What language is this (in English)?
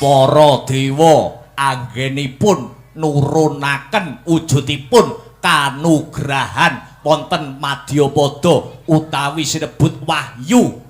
Javanese